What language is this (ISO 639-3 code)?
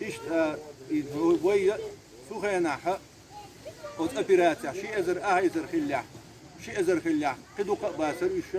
che